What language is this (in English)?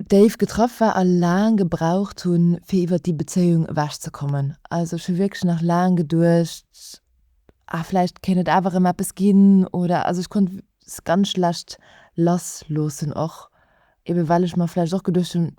Luxembourgish